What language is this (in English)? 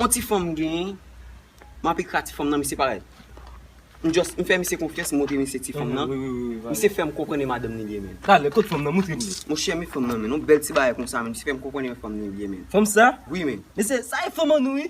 Haitian Creole